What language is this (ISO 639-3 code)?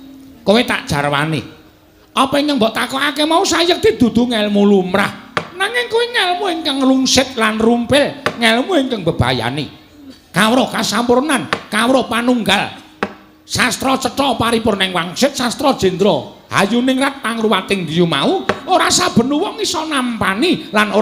jav